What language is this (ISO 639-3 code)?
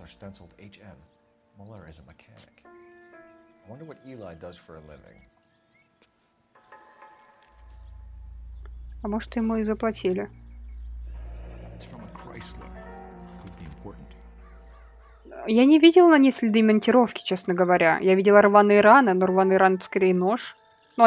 rus